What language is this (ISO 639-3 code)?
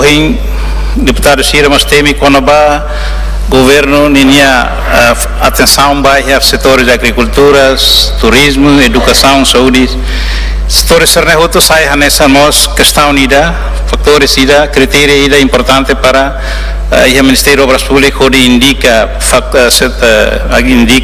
tet